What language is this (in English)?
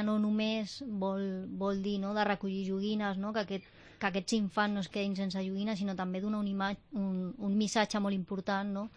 Catalan